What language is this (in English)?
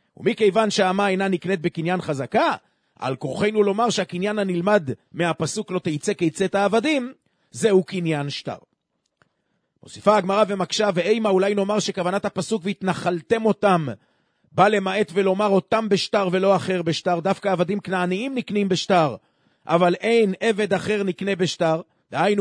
Hebrew